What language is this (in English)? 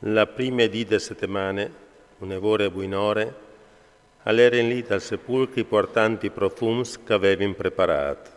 Friulian